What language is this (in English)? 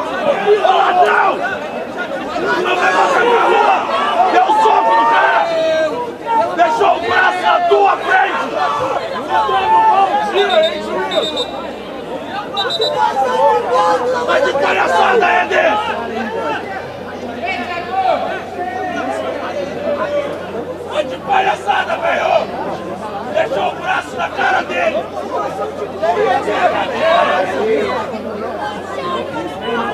Portuguese